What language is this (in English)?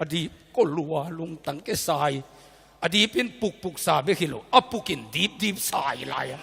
Tedim Chin